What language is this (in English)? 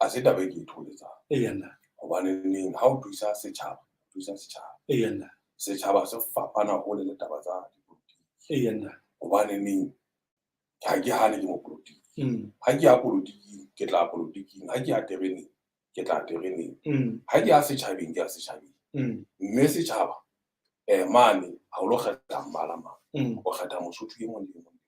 Southern Sotho